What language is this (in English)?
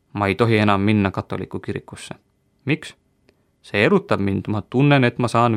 Estonian